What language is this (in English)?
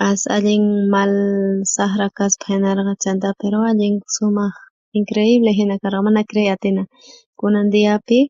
South Bolivian Quechua